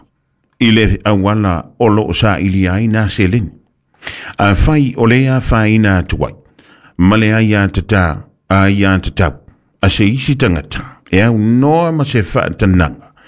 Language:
Samoan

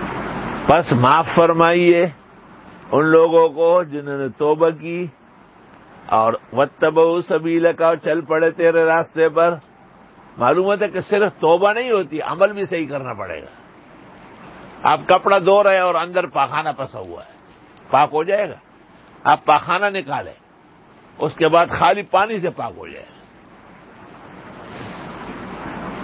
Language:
Urdu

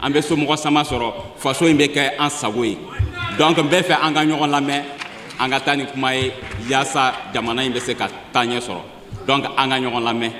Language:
Bambara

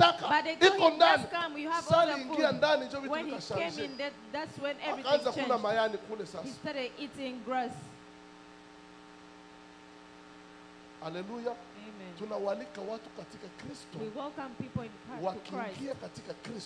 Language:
Swahili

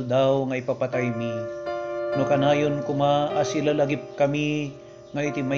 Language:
Iloko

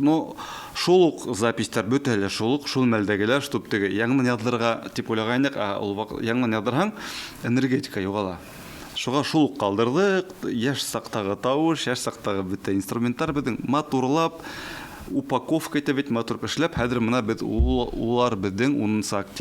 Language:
Bashkir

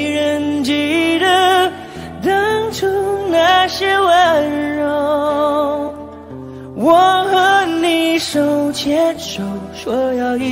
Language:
Chinese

